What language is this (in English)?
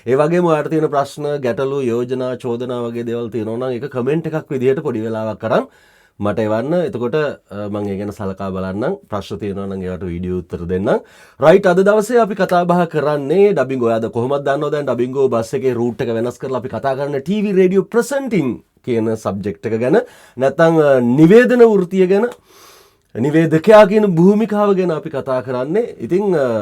Sinhala